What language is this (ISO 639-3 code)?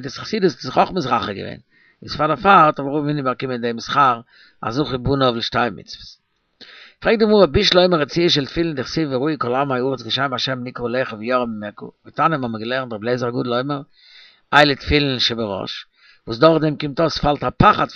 yid